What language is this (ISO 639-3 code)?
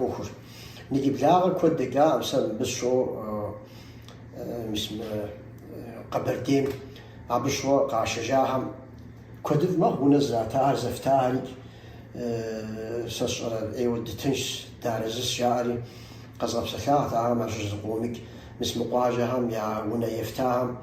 kbd